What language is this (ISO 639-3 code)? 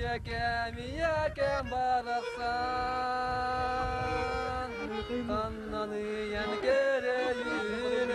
sah